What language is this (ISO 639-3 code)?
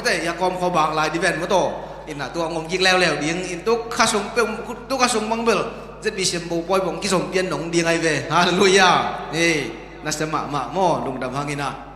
ctd